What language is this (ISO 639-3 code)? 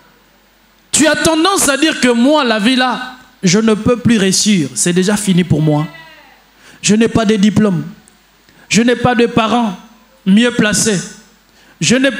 fra